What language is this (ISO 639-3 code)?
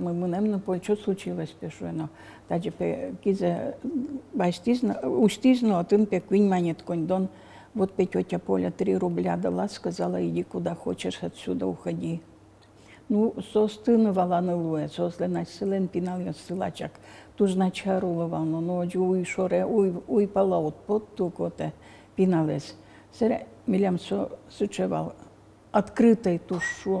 udm